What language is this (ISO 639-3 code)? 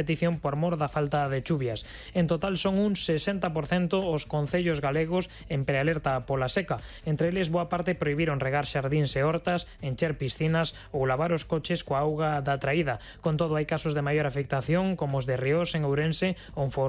glg